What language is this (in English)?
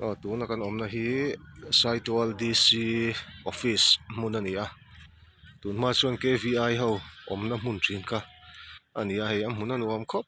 Mizo